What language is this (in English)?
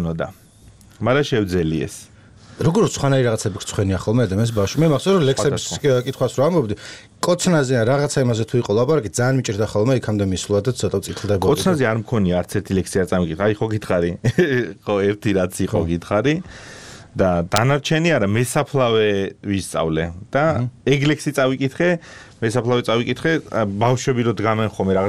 Georgian